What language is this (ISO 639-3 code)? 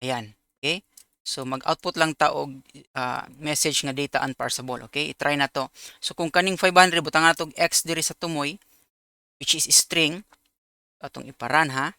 ceb